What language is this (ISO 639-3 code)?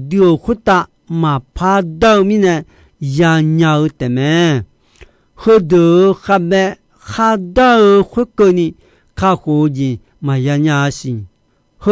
ahk